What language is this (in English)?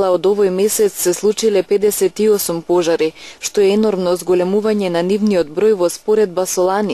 Macedonian